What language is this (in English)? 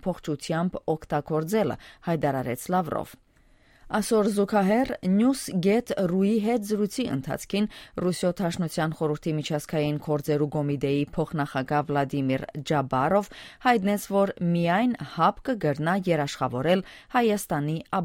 Western Armenian